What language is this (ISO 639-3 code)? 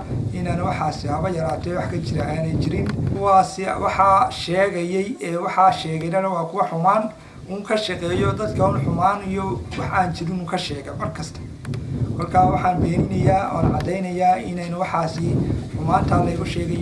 som